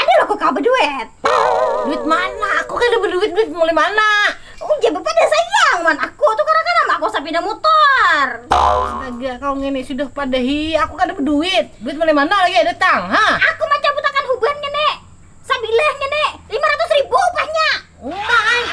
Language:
Banjar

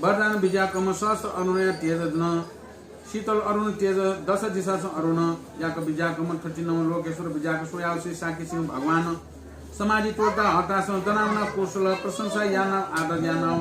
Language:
Newari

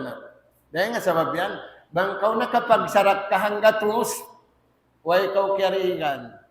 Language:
Tausug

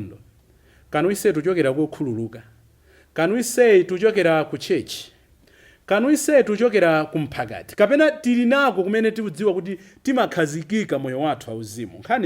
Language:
Nyanja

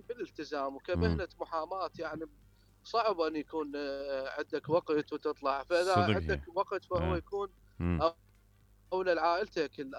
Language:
Mesopotamian Arabic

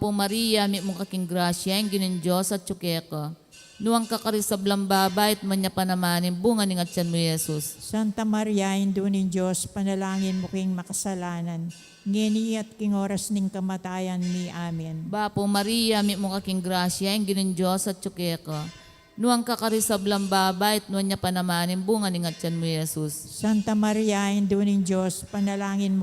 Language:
Pampanga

